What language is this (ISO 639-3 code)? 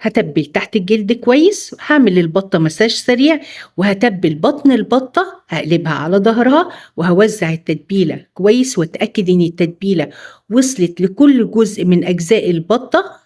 arz